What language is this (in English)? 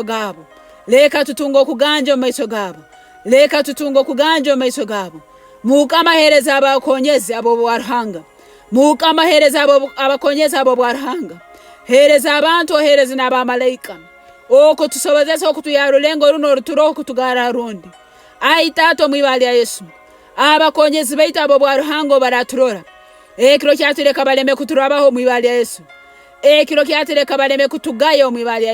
Nyoro